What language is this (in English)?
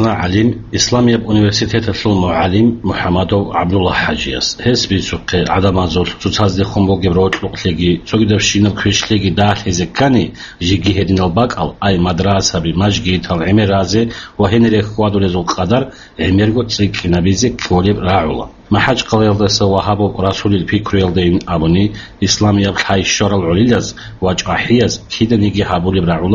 Avaric